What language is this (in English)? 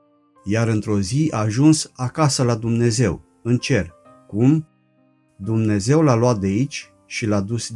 Romanian